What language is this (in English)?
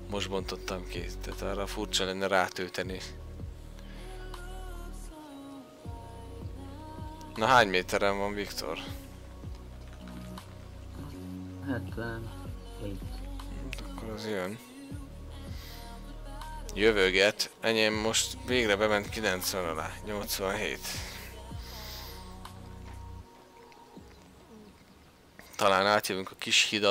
Hungarian